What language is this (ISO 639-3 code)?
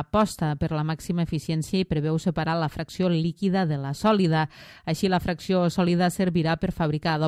cat